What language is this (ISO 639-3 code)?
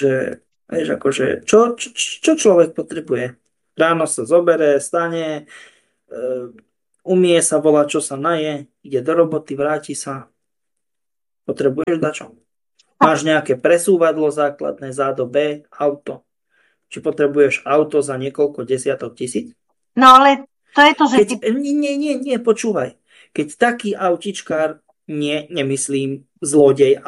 slk